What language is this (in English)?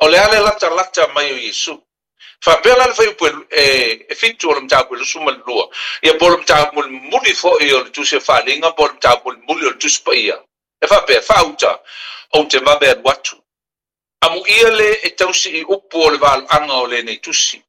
Samoan